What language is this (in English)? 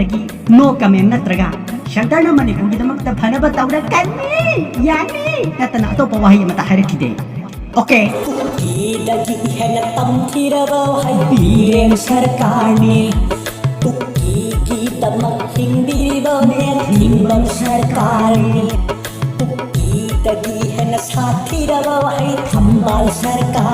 Manipuri